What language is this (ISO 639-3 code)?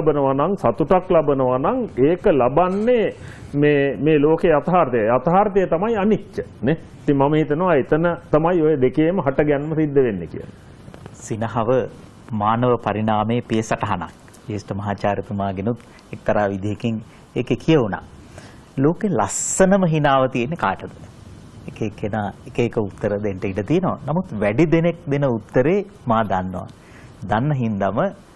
sin